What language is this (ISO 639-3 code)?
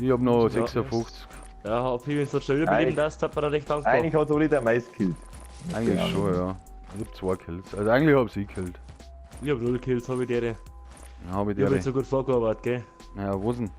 bar